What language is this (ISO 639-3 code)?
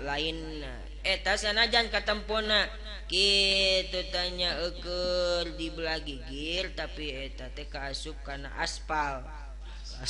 sun